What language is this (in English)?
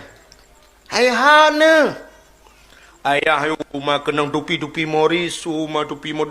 Achinese